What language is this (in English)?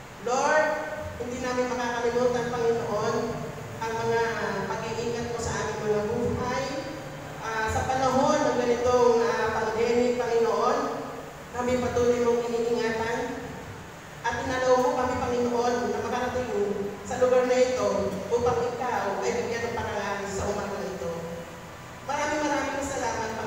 Filipino